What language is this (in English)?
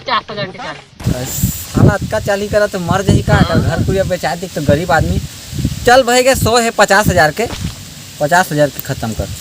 Chhattisgarhi